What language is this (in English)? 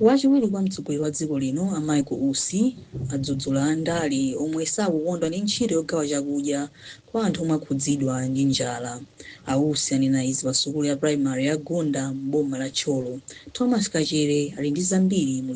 Nyanja